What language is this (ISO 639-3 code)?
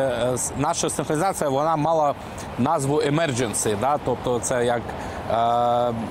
ukr